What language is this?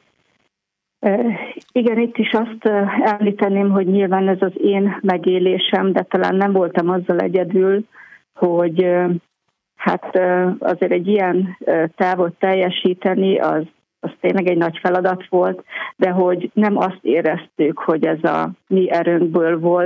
Hungarian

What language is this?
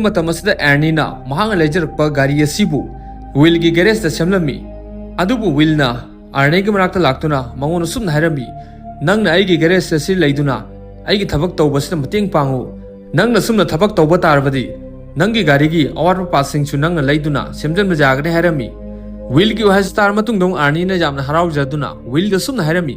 Manipuri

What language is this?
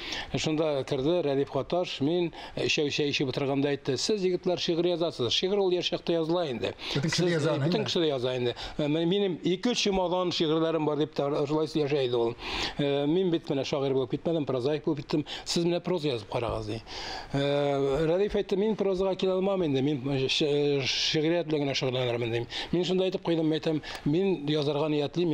Tatar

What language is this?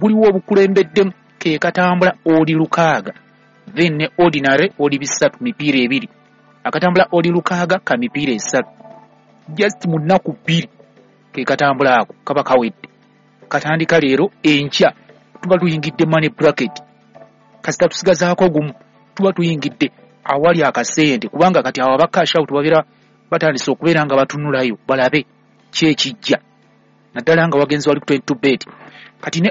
Ganda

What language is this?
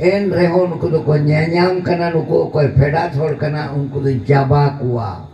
Santali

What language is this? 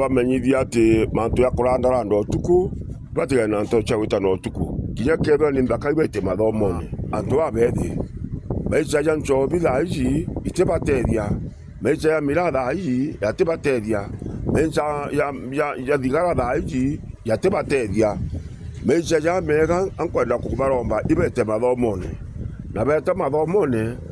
Meru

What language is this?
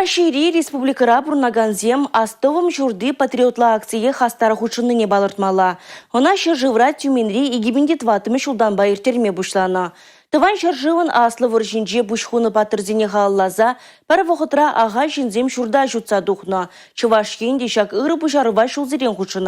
Chuvash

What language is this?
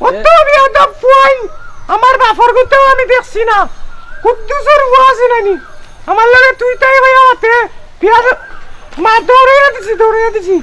Sylheti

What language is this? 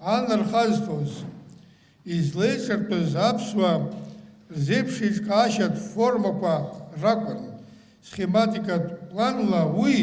Abkhazian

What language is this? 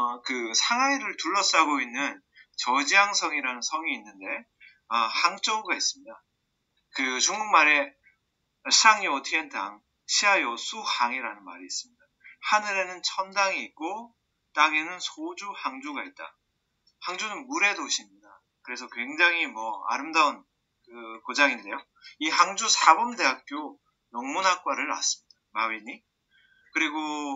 Korean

